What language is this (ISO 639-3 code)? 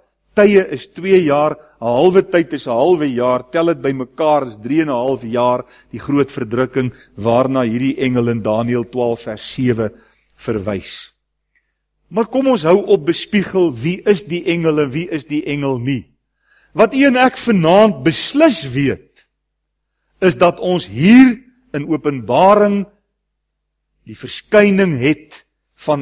afr